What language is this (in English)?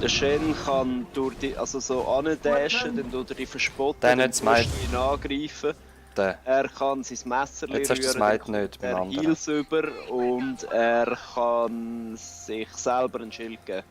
Swiss German